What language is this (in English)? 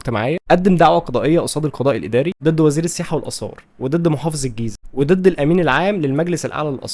Egyptian Arabic